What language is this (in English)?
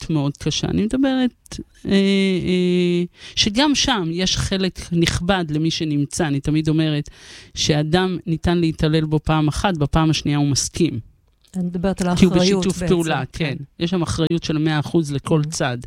Hebrew